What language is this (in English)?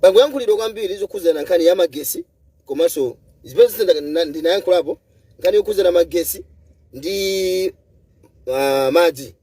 Nyanja